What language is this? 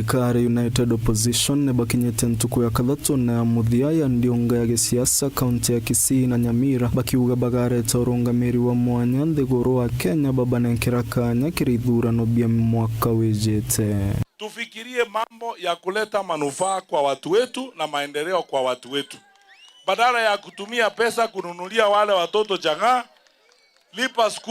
Meru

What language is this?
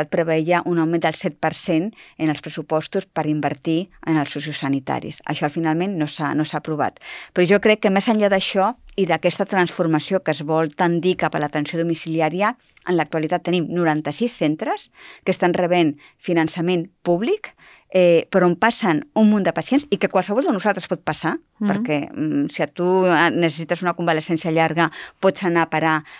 Catalan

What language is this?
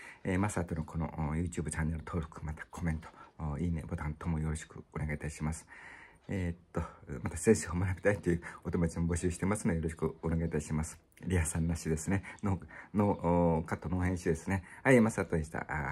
Japanese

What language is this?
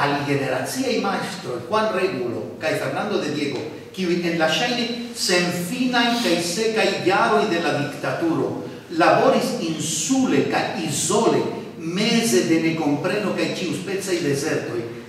Esperanto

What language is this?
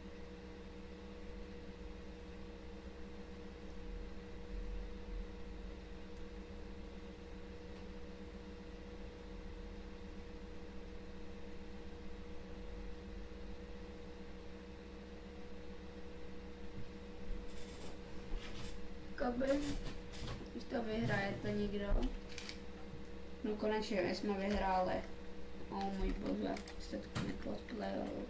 Czech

